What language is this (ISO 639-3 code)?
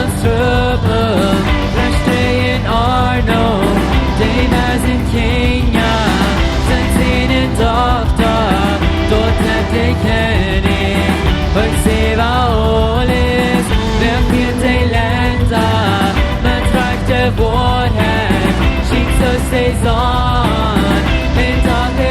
pdt